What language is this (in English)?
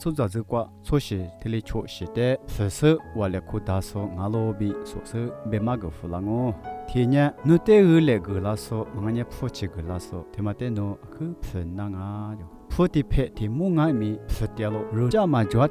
Lisu